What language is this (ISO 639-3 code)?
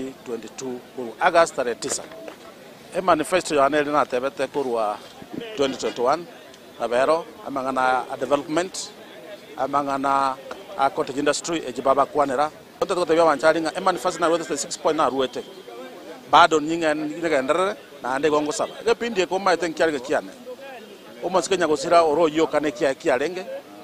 guz